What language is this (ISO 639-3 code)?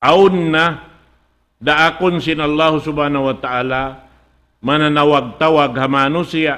tsg